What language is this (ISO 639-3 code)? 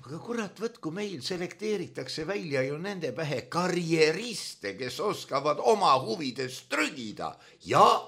est